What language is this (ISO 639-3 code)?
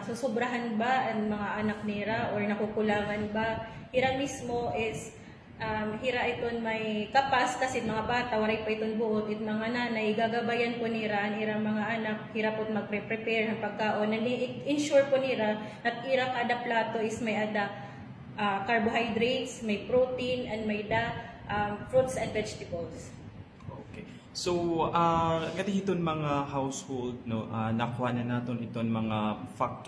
war